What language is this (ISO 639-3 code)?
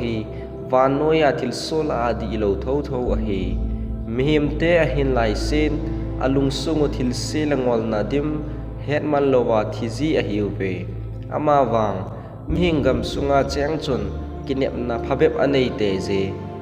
tcz